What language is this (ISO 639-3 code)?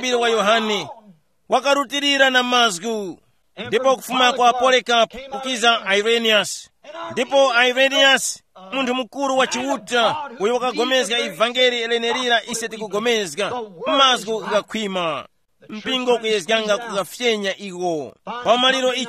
tum